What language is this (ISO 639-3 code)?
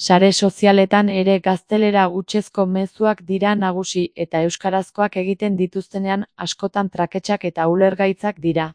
eus